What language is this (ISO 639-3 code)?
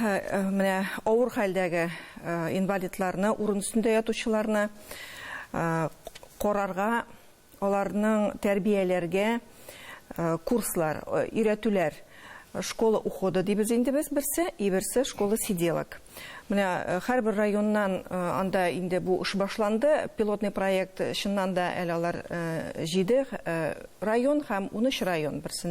tat